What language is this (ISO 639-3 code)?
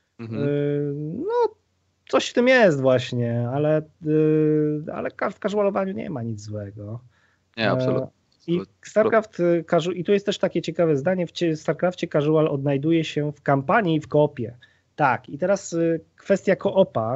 pol